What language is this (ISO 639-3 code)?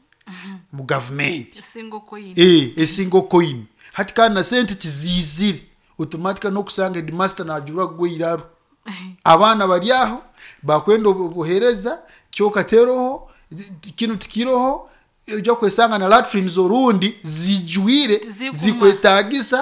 nyo